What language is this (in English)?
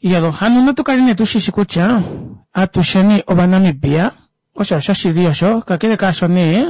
Kuanyama